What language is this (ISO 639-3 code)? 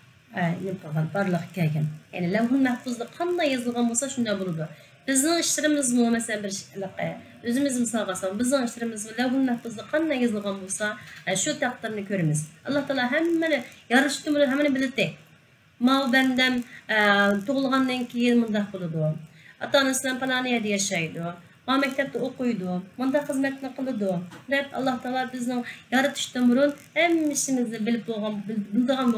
uig